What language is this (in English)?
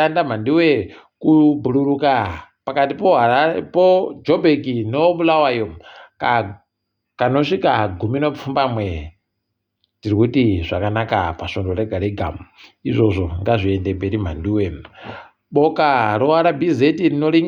Ndau